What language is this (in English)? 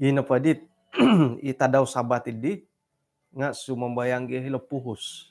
Central Dusun